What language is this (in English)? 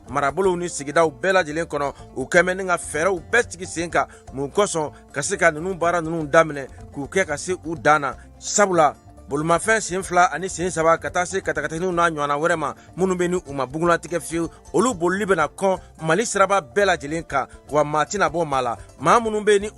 Bambara